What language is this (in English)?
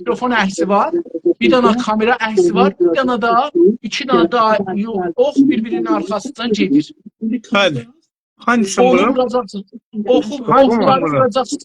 South Azerbaijani